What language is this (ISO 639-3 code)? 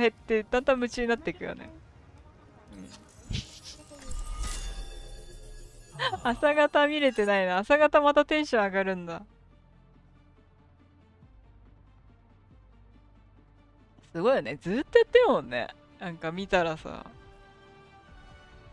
jpn